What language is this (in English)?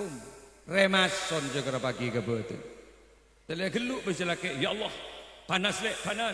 Madurese